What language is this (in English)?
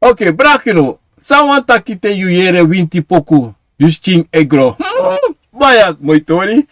Sranan Tongo